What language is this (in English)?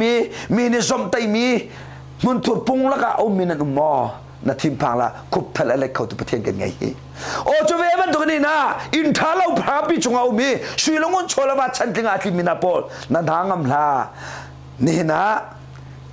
Hakha Chin